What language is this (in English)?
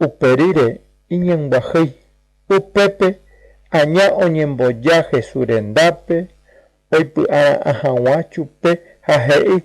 Guarani